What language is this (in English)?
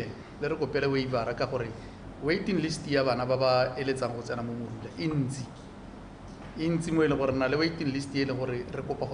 Tswana